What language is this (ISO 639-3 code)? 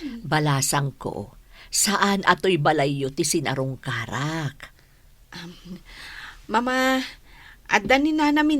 ilo